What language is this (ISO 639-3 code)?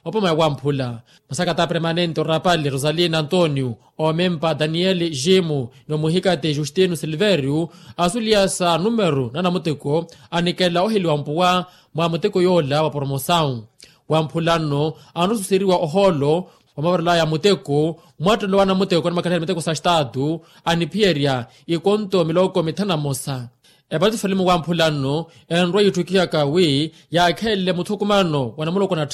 vmw